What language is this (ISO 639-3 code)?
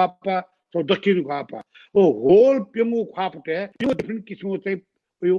new